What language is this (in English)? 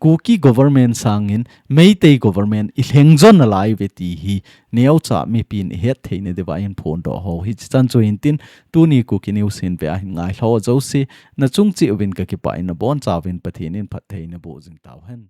Thado Chin